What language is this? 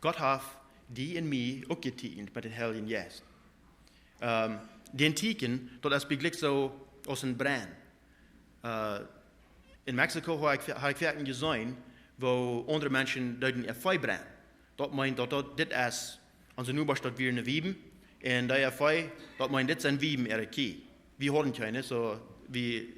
Plautdietsch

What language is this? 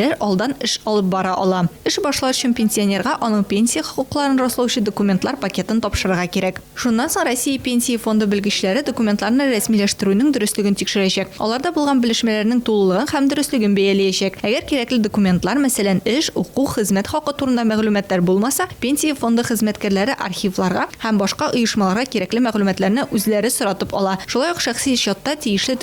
Tatar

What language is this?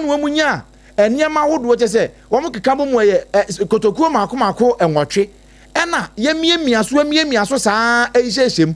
Akan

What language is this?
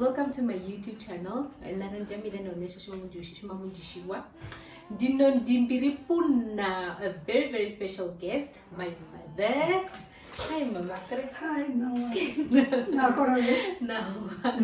Herero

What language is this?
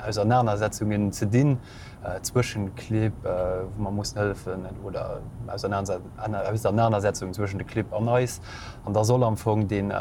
Luxembourgish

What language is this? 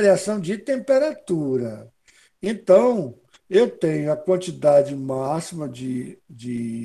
Portuguese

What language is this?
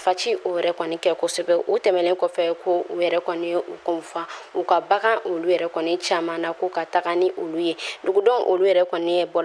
Bambara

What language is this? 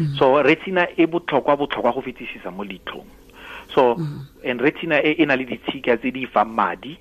Tswana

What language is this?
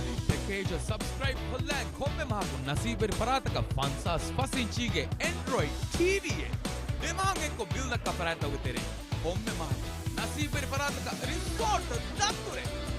Divehi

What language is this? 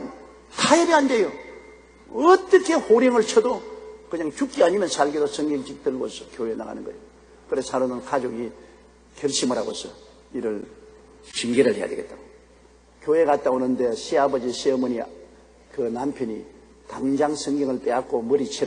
Korean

